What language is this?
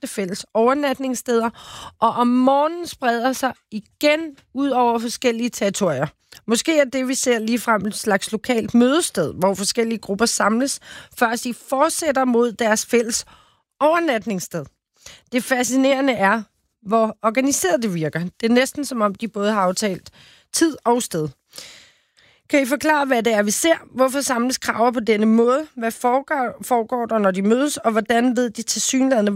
Danish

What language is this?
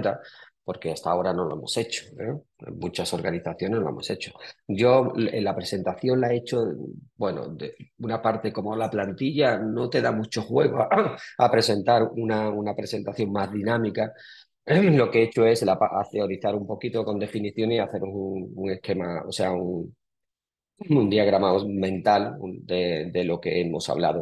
Spanish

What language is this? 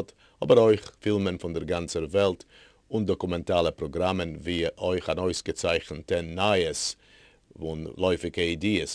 Yiddish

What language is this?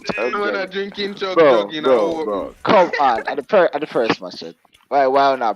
Jamaican Creole English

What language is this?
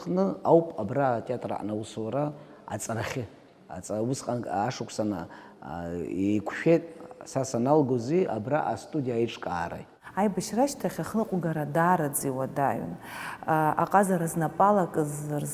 Abkhazian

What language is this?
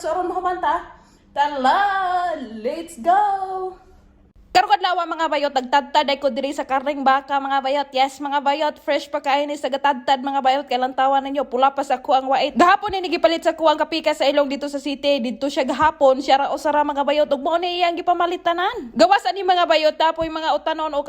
Cebuano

